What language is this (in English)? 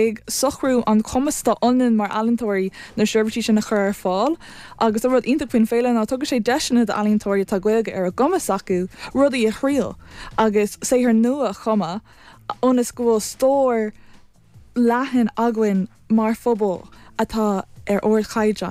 Irish